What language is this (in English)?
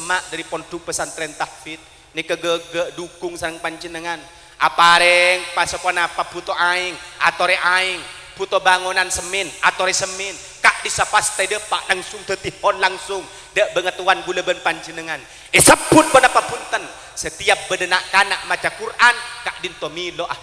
Madurese